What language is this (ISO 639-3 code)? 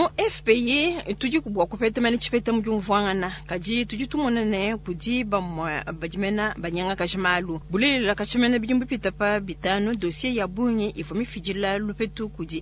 lua